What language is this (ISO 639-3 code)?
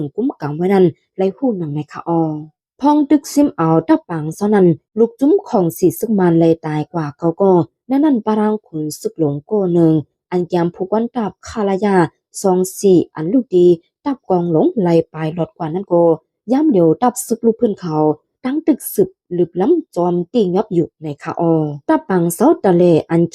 shn